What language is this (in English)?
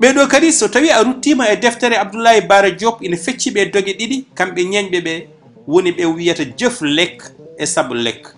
Fula